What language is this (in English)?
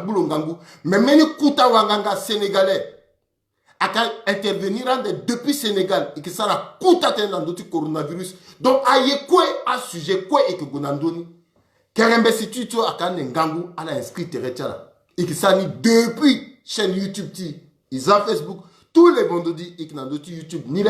Sango